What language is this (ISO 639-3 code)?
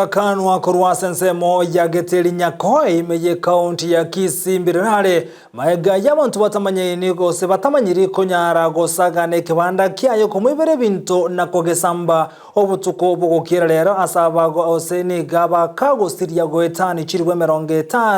guz